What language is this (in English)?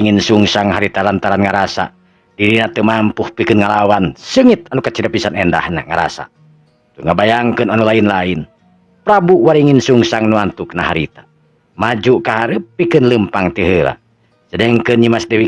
Sundanese